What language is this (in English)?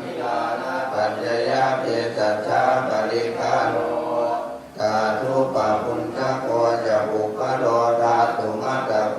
Pali